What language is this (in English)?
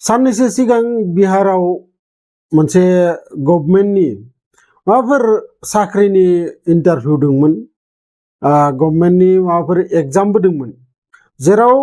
Bodo